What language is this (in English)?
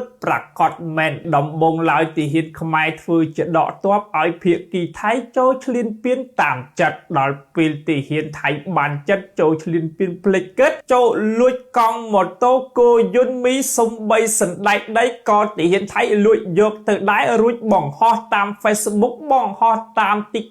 Khmer